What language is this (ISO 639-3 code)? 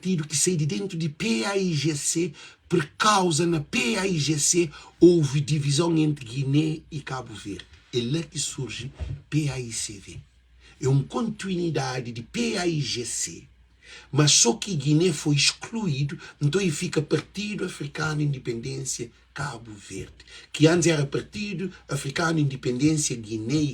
kea